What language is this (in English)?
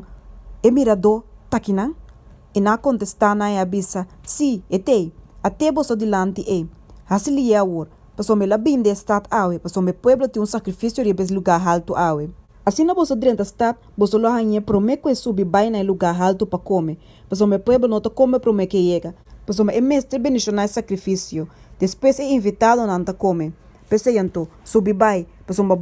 Papiamento